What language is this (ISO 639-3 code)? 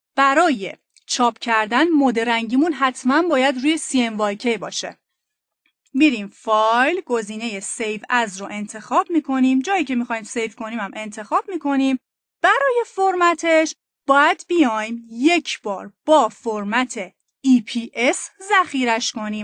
fas